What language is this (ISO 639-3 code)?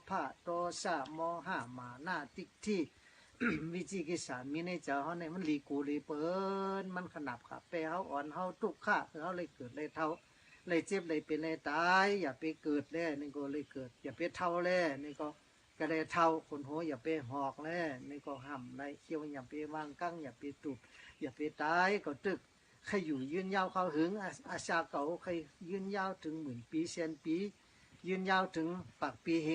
shn